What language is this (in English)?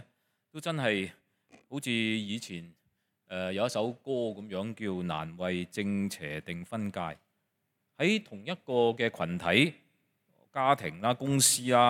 Cantonese